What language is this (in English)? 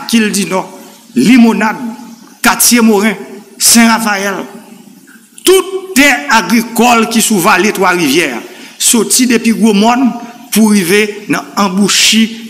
Haitian Creole